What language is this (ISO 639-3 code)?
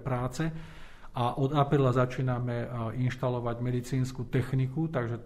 slk